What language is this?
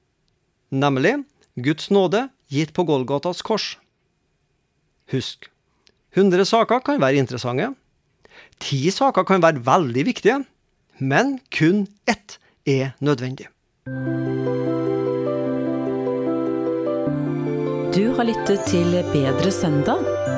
Norwegian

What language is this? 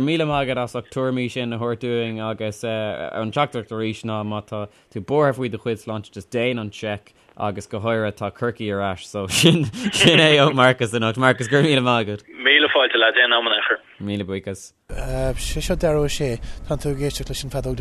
Irish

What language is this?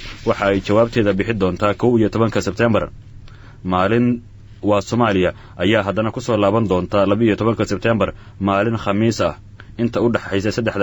Somali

